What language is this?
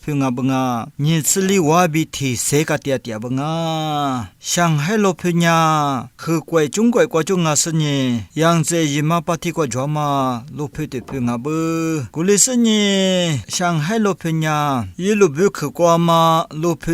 Lisu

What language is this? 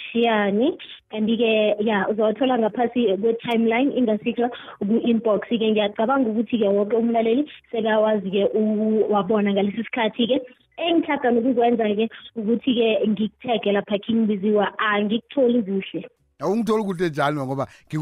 South Ndebele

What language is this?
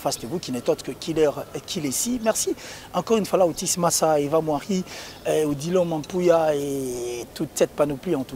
French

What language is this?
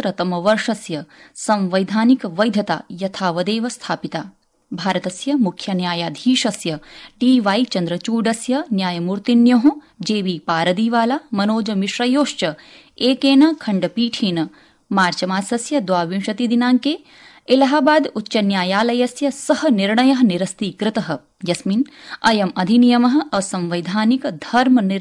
Sanskrit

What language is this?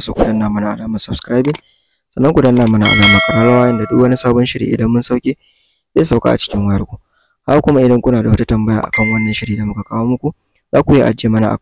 Hausa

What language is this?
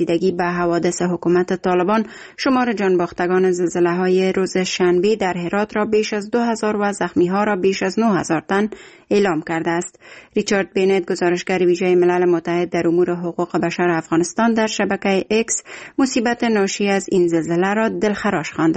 Persian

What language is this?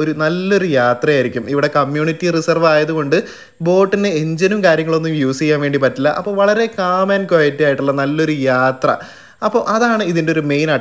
Malayalam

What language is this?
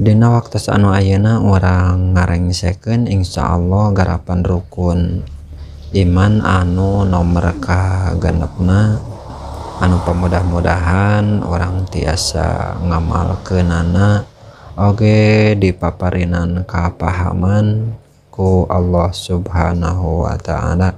Sundanese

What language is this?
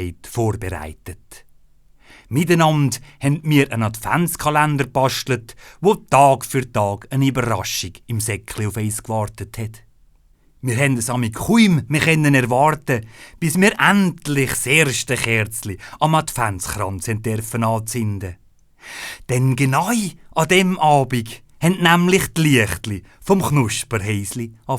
Swiss German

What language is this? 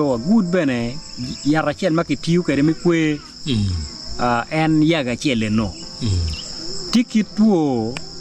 Acoli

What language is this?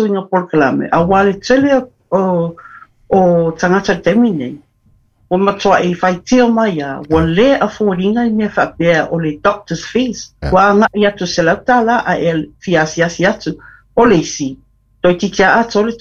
Samoan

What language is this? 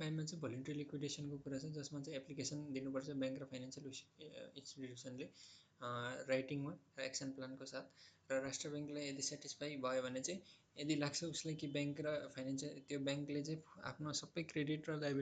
Nepali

